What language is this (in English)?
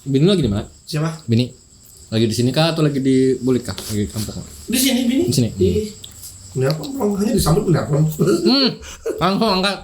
Banjar